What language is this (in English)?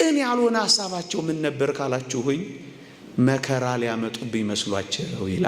Amharic